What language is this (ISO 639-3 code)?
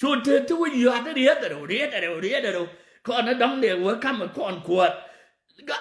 nus